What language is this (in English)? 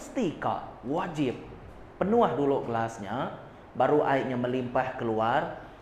Iban